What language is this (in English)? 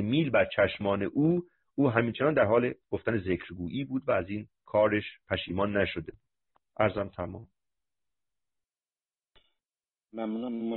Persian